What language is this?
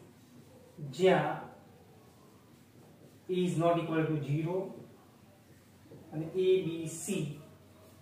Gujarati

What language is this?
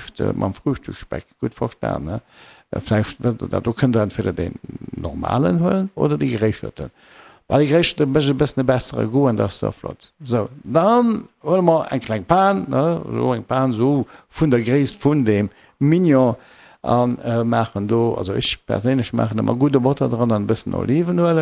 Luxembourgish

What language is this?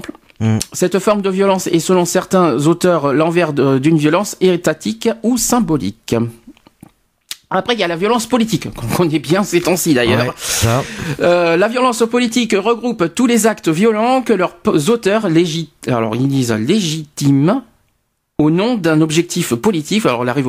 French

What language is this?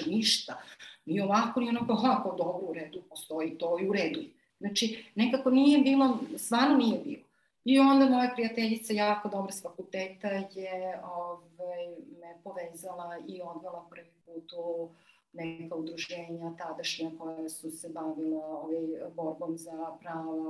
Serbian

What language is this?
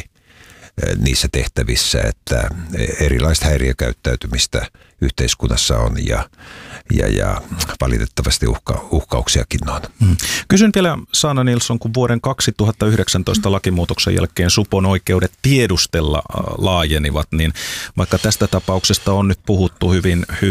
Finnish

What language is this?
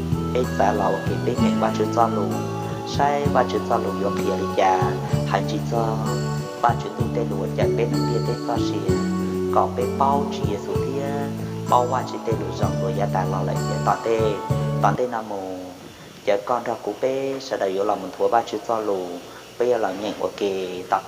Hmong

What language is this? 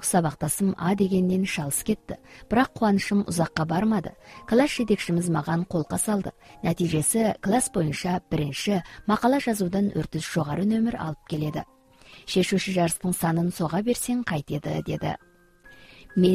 Kazakh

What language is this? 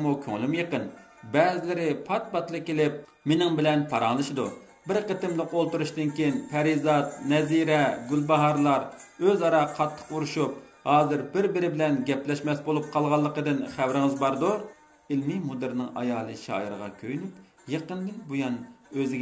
Uyghur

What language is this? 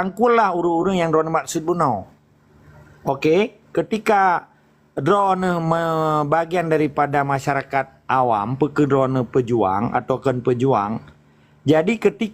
Achinese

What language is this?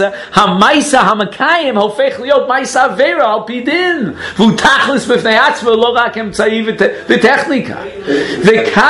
Hebrew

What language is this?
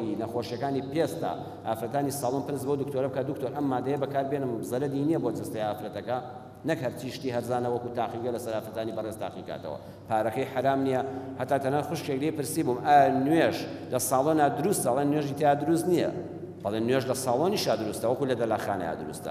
Central Kurdish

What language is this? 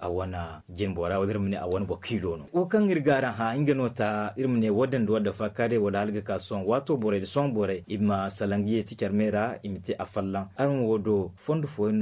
Zarma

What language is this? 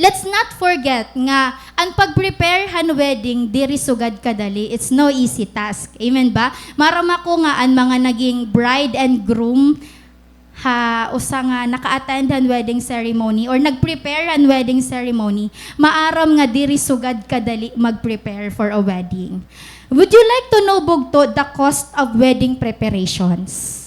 Waray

